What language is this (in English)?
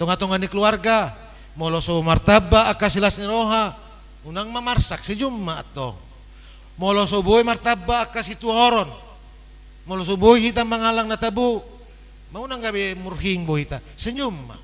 Batak Toba